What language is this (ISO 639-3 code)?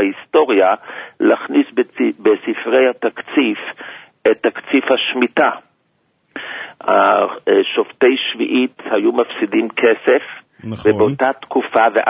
heb